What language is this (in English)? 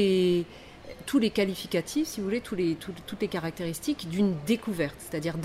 French